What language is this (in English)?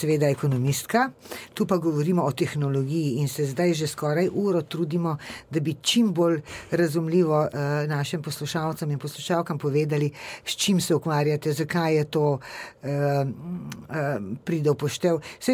Slovenian